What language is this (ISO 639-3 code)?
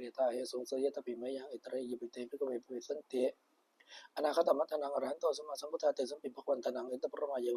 pli